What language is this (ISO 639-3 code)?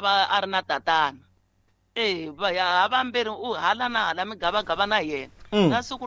tso